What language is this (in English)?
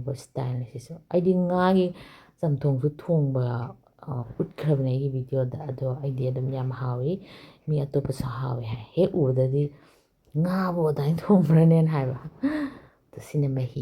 Manipuri